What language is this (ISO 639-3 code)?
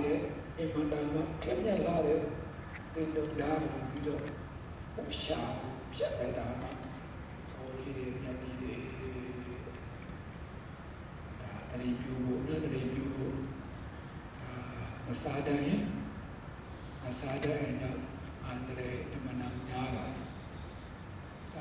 mya